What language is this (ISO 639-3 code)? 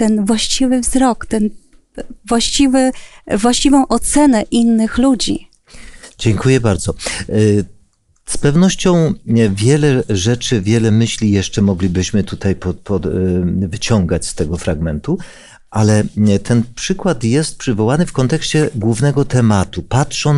pol